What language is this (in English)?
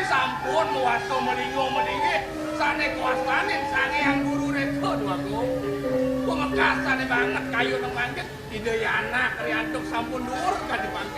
Balinese